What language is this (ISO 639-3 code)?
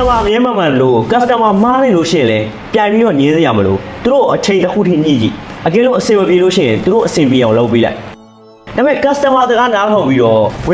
mya